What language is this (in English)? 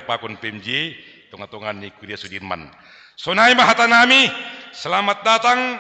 Batak Simalungun